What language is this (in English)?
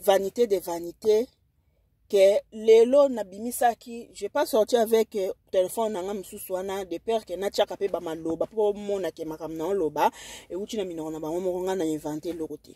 Lingala